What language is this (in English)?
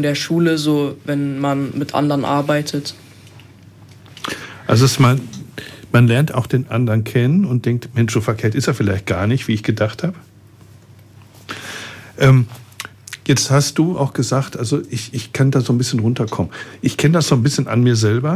German